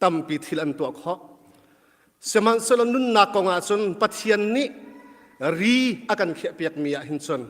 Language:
Hakha Chin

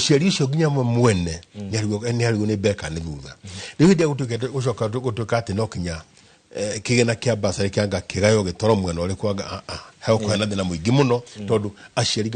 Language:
Kikuyu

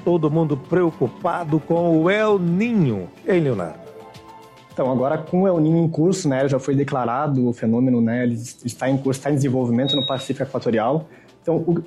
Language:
Portuguese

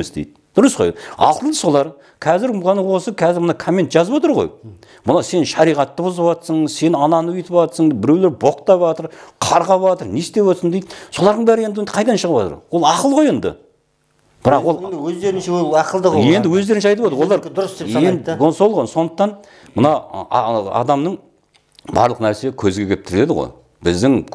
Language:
Kazakh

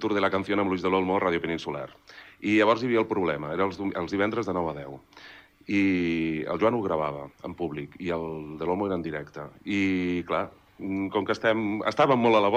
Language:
Catalan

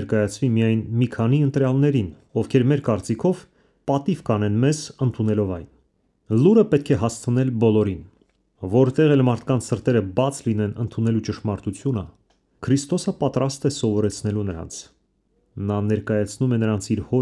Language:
Armenian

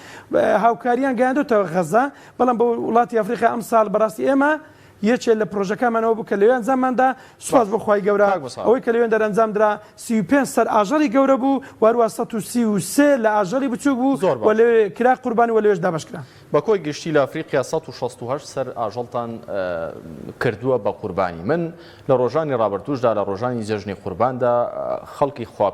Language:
Central Kurdish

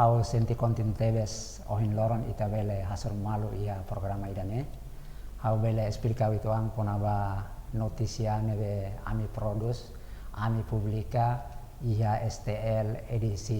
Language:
Tetum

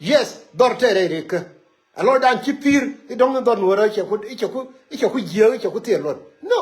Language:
Nuer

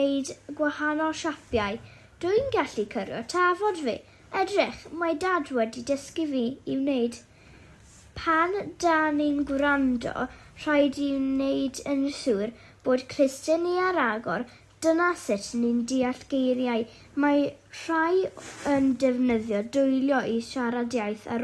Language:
Welsh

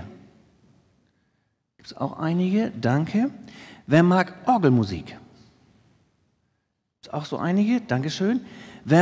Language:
German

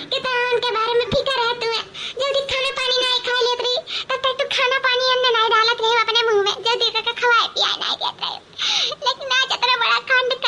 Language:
Awadhi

